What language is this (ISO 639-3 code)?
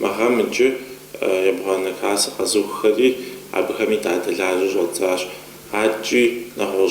kbd